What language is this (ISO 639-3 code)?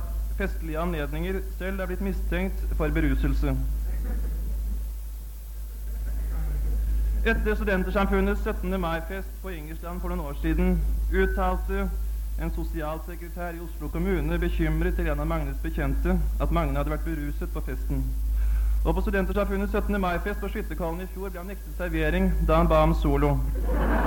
nor